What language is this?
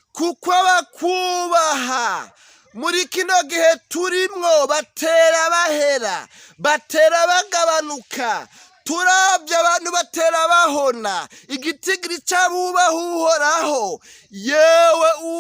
Rundi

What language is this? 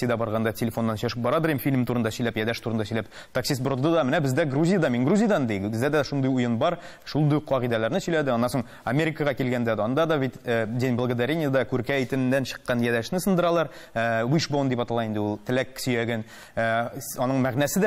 Tatar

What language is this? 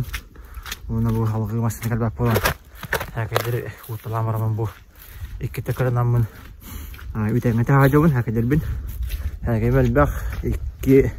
Yakut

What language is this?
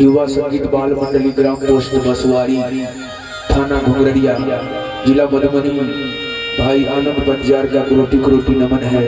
Maithili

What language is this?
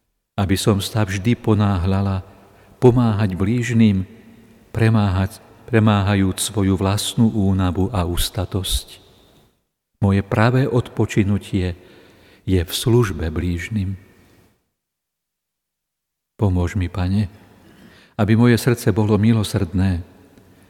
Slovak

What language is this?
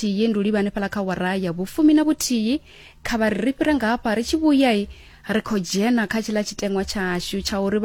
Venda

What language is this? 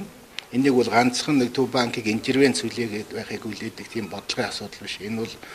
Mongolian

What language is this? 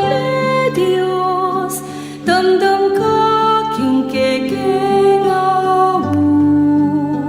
Pampanga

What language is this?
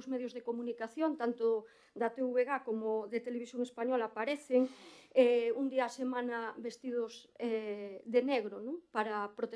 Galician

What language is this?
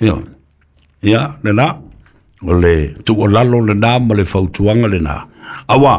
Samoan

